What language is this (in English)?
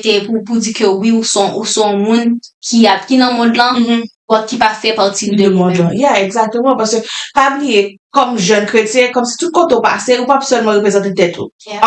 Haitian Creole